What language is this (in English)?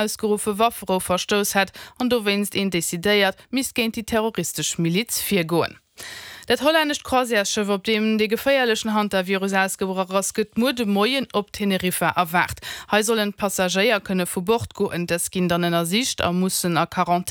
Luxembourgish